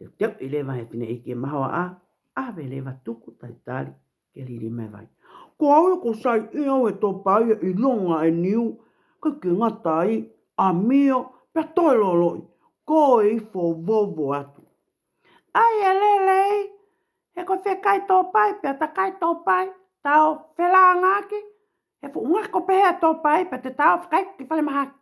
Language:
Tongan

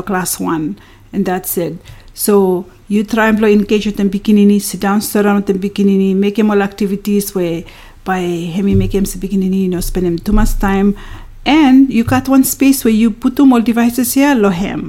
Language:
Bislama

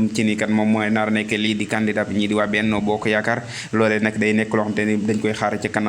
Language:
Wolof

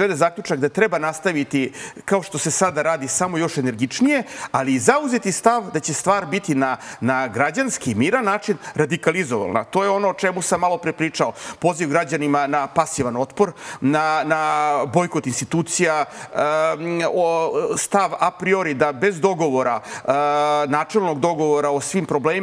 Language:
Serbian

